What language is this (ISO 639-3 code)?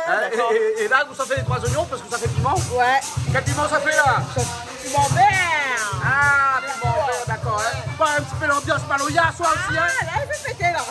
rcf